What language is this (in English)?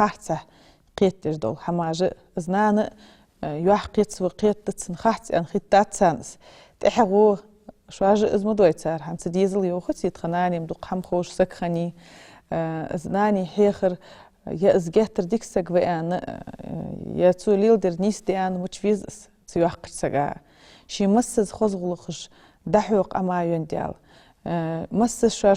Ingush